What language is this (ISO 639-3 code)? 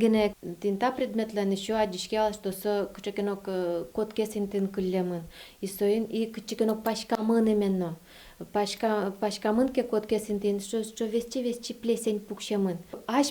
udm